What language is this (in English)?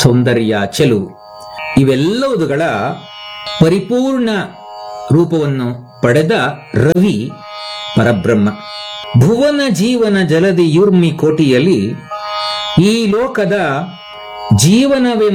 Kannada